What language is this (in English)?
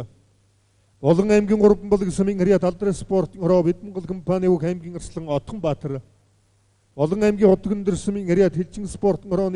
Mongolian